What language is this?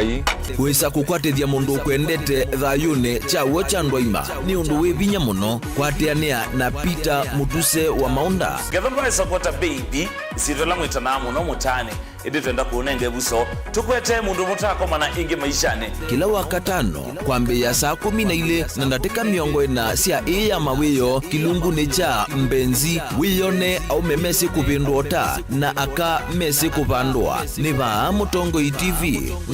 Kamba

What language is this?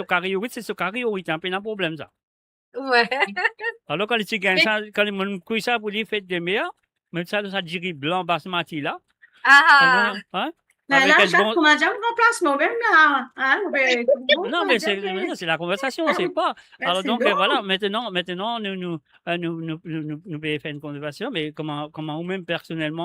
Morisyen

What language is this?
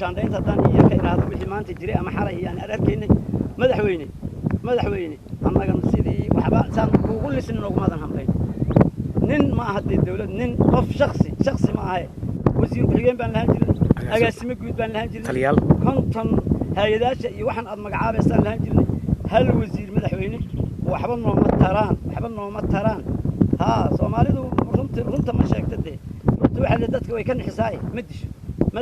Somali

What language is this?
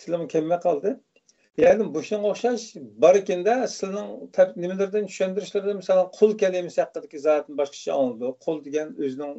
Uyghur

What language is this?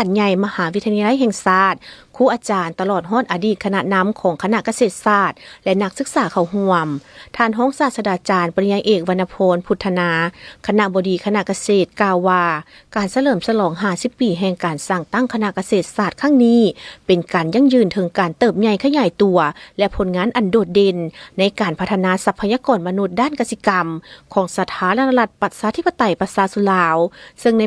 Lao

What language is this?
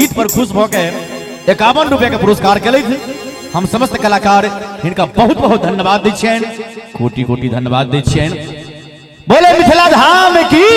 Maithili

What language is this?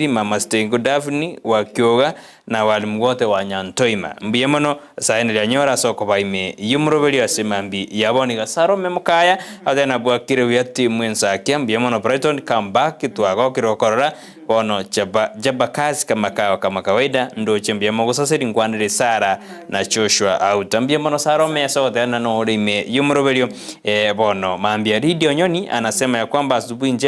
Gusii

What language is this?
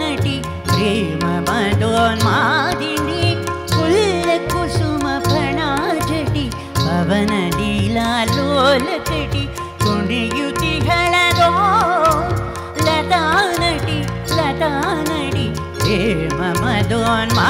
Kannada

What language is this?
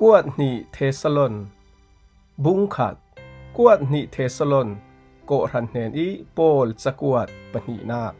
Falam Chin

